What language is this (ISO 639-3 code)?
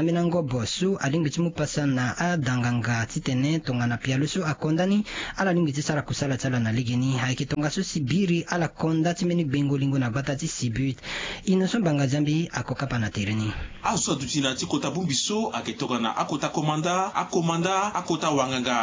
sag